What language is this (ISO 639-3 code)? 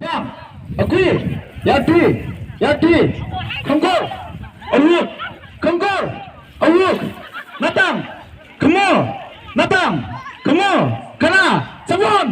nmf